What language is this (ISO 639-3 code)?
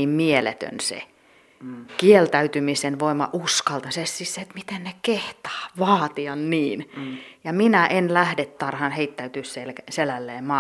fin